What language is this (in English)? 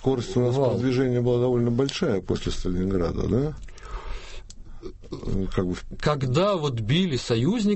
Russian